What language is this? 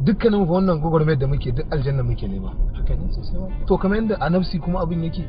Hausa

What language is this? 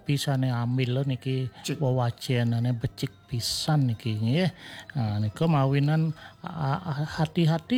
Balinese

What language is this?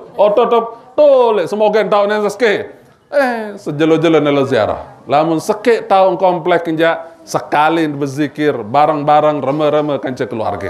Sasak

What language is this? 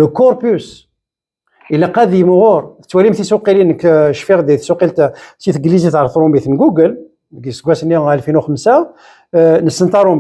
Kabyle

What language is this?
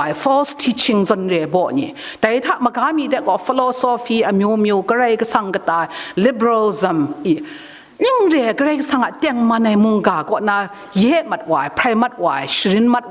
Kachin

